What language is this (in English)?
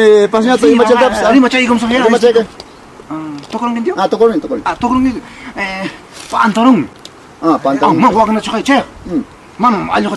Ayacucho Quechua